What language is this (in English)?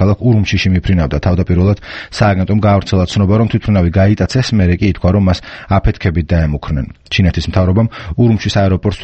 Georgian